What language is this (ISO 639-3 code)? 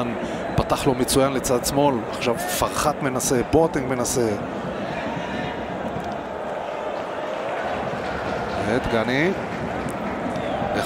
heb